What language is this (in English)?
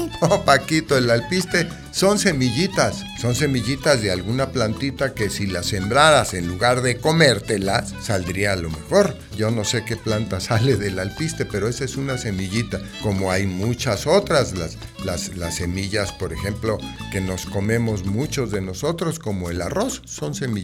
Spanish